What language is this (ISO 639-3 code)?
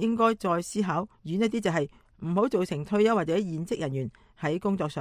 yue